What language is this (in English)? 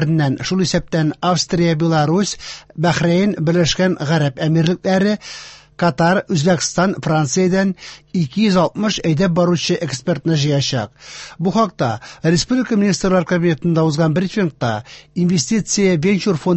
Tatar